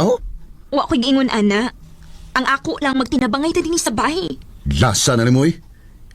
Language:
Cebuano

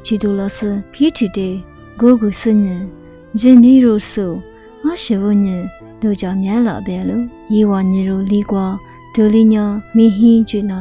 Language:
Lisu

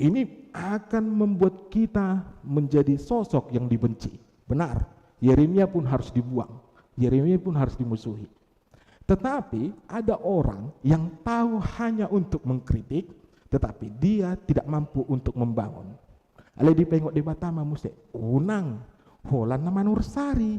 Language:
Batak Toba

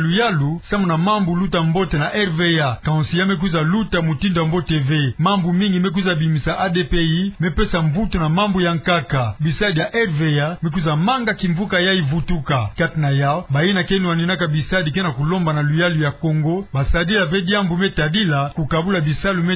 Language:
Kituba (Democratic Republic of Congo)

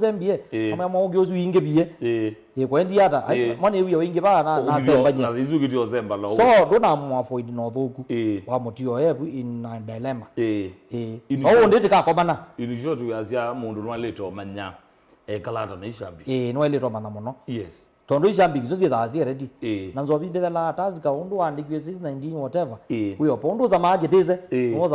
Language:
Kamba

